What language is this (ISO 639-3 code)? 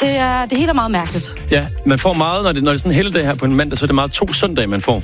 dan